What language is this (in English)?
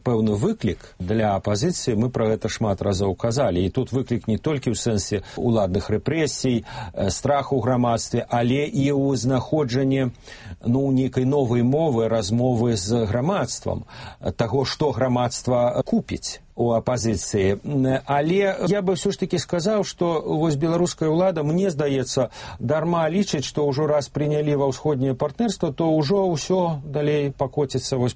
Belarusian